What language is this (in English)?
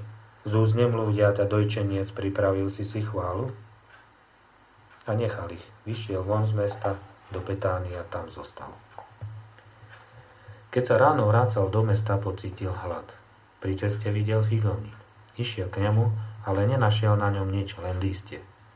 Slovak